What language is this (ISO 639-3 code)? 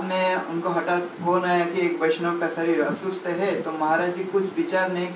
hin